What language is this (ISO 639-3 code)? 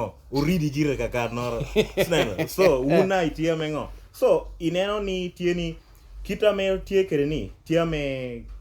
laj